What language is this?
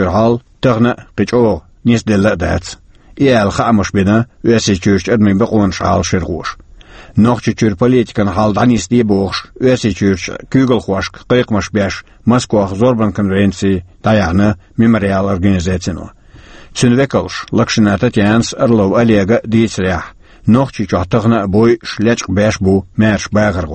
Chechen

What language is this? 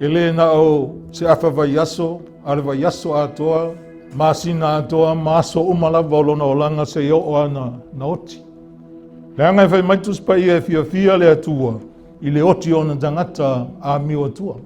Samoan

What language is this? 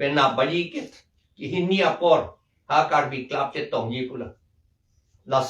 Karbi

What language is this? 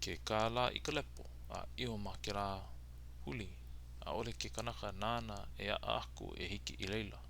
Hawaiian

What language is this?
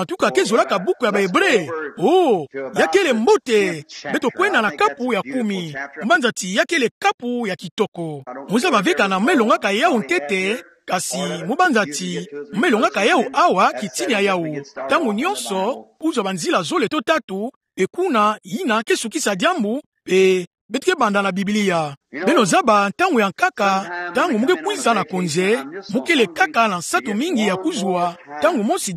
Kituba (Democratic Republic of Congo)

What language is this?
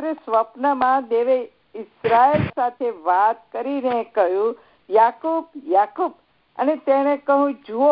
Gujarati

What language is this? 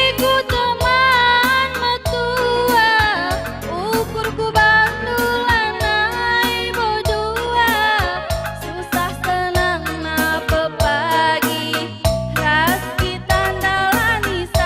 Batak Karo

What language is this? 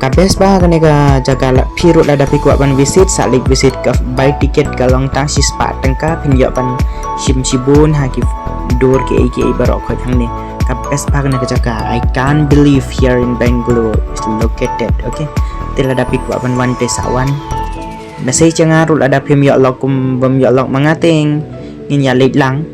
Khasi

